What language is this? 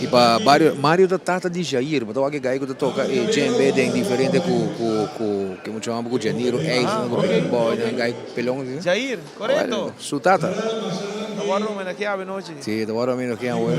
Papiamento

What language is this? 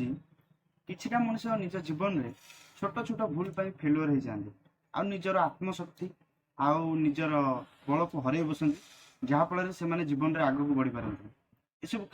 Odia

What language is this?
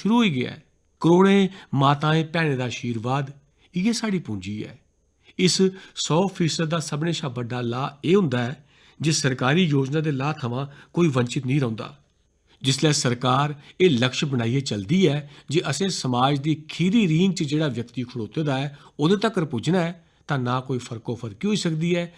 Dogri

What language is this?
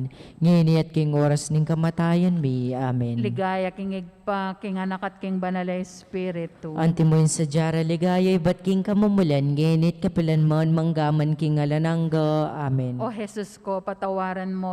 Pampanga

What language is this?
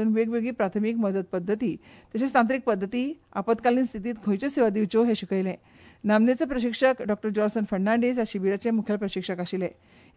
Konkani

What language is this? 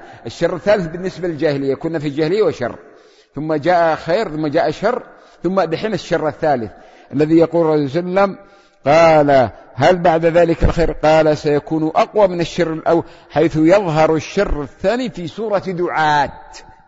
Arabic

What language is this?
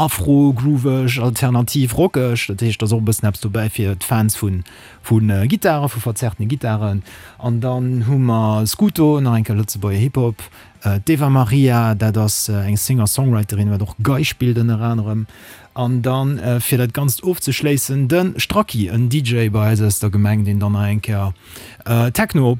Luxembourgish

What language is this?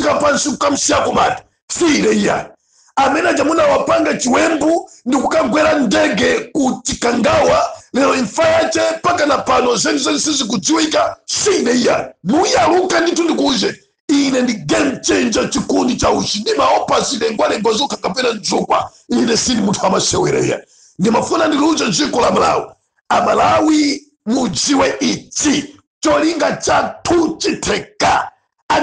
Nyanja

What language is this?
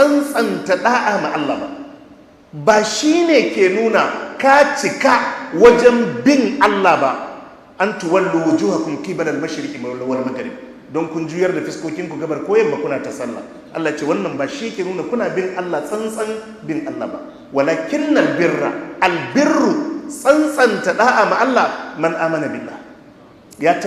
Hausa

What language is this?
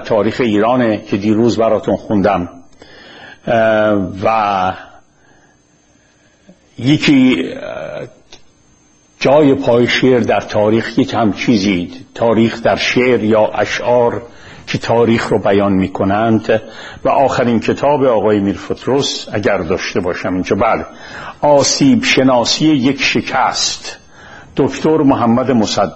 Persian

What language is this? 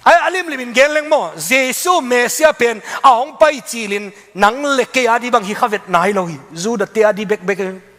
Tedim Chin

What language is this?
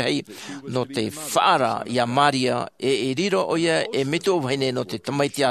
Tahitian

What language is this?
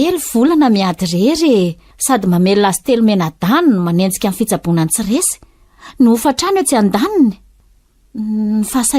Malagasy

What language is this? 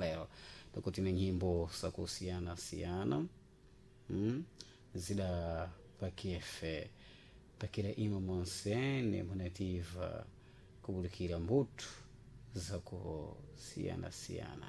Sena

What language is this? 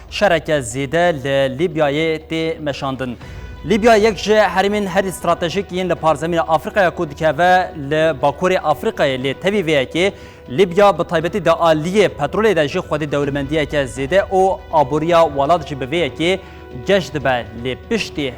Kurdish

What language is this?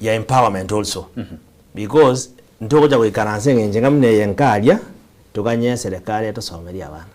Gusii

